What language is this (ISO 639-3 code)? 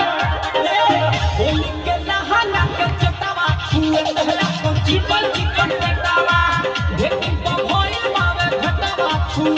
bho